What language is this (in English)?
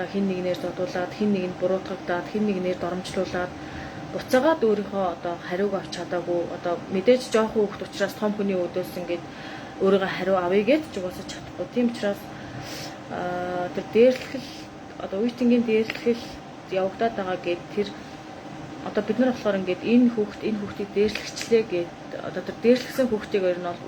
Mongolian